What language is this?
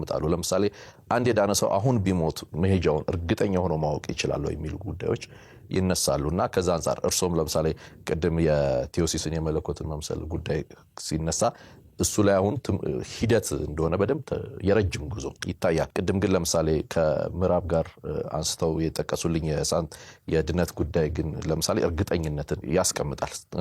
Amharic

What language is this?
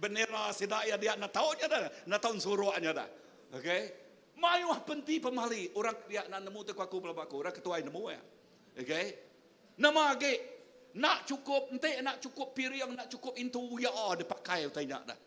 Iban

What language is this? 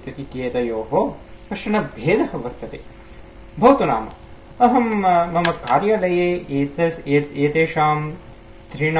Sanskrit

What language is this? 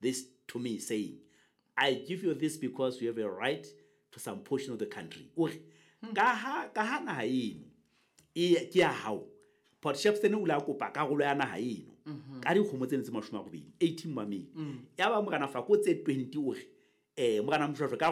Southern Sotho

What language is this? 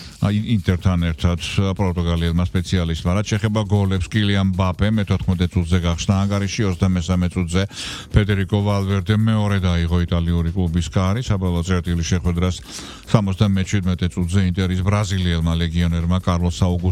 Georgian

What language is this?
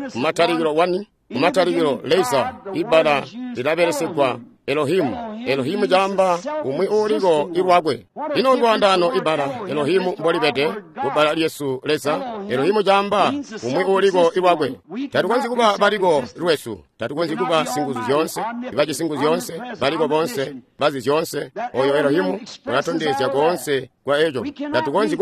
Tonga (Zambia)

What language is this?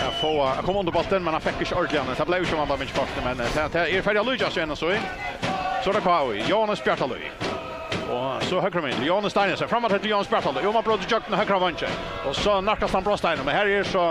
Faroese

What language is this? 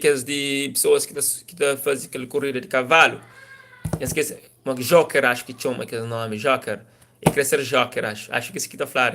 Kabuverdianu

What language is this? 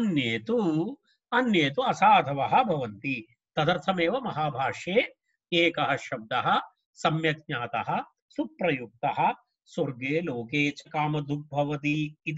Sanskrit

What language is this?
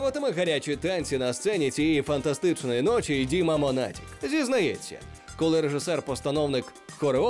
Ukrainian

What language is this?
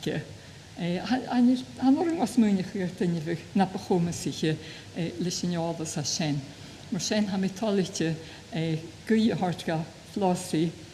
Scottish Gaelic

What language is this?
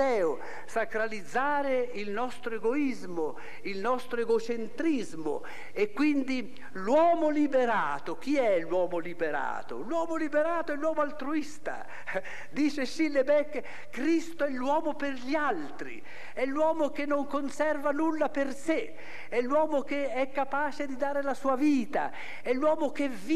Italian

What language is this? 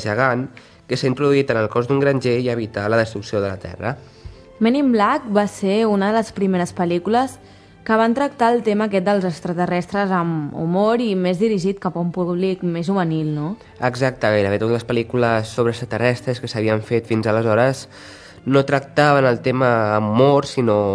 Catalan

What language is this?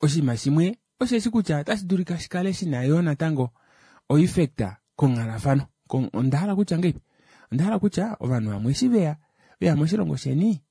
Kuanyama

